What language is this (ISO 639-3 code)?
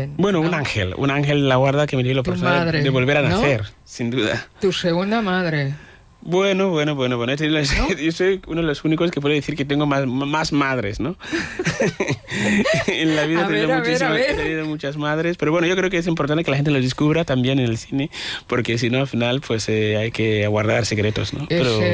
spa